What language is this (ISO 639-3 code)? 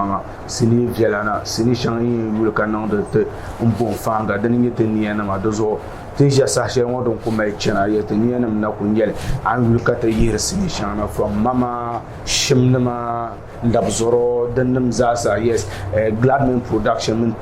dag